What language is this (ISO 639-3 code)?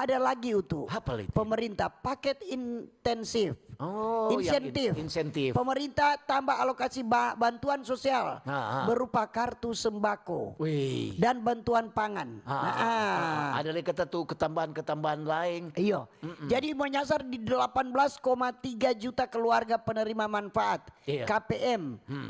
xmm